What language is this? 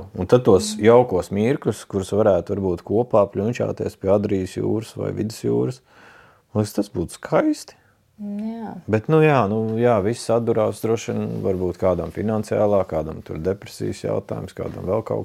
Latvian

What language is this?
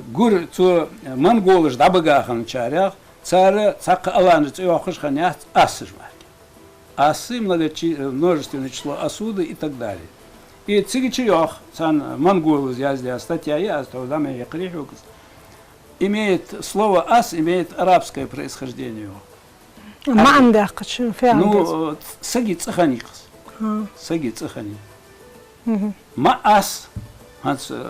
Ingush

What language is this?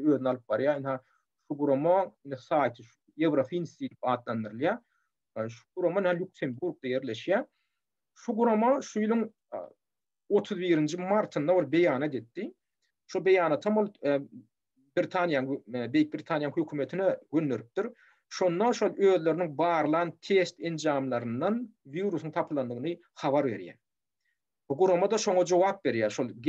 Turkmen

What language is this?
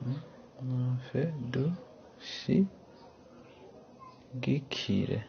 Rundi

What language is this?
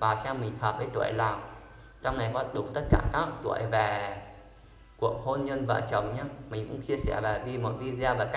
Vietnamese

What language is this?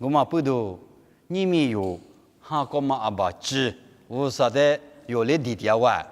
Lisu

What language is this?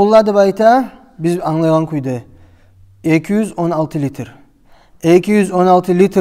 Kumyk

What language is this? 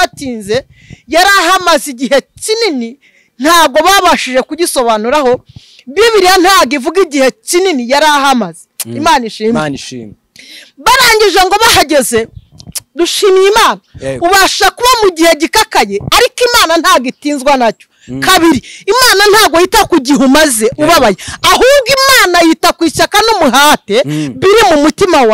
Kinyarwanda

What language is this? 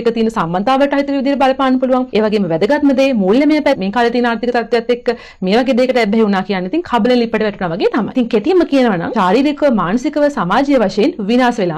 Sinhala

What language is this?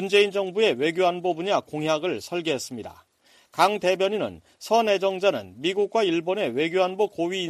Korean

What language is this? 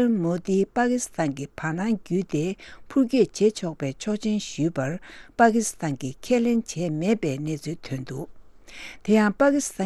Tibetan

